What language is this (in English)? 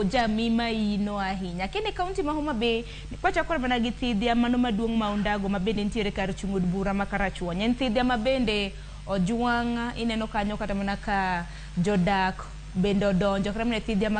Luo (Kenya and Tanzania)